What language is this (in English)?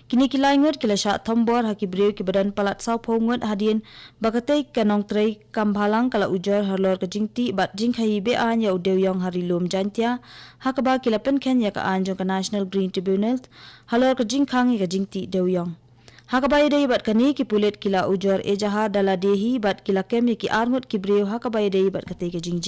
Khasi